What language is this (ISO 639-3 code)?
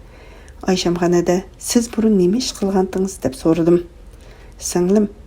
uig